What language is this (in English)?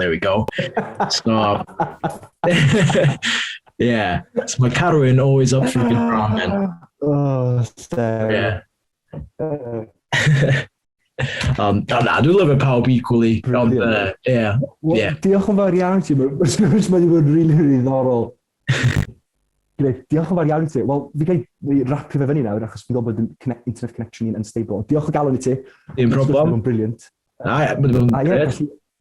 Welsh